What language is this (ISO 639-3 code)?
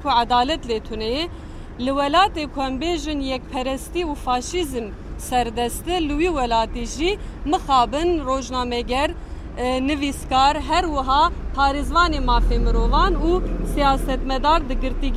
kur